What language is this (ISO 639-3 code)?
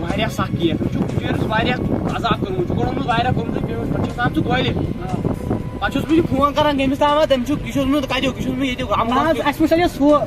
kas